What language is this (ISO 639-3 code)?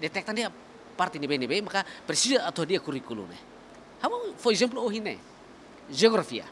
tet